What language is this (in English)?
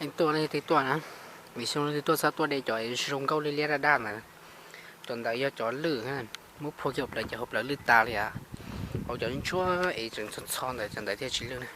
Hmong